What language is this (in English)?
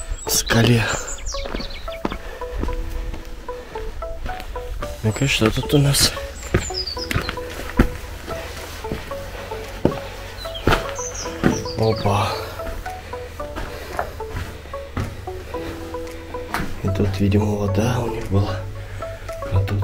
Russian